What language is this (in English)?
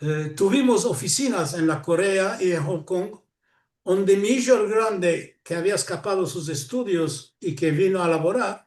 Ladino